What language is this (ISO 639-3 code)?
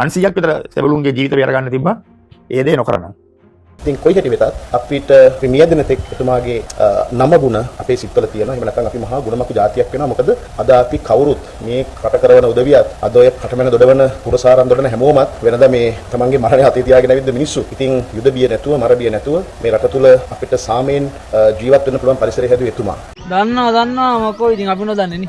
sin